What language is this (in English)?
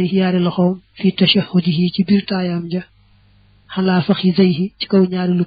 Wolof